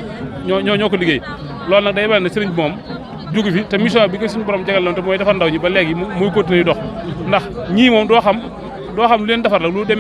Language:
Wolof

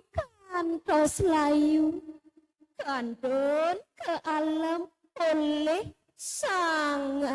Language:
Balinese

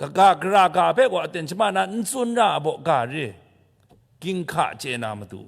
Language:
Kachin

